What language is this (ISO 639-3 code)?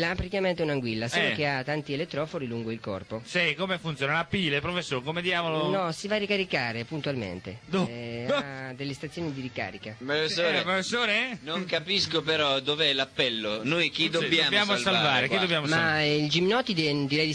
ita